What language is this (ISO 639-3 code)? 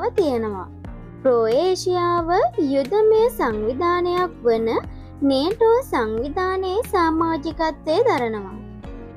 sin